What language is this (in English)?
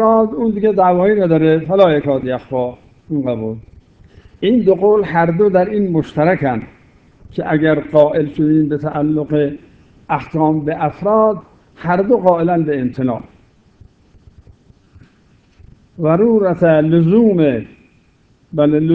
Persian